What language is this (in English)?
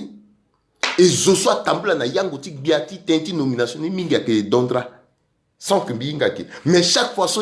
Sango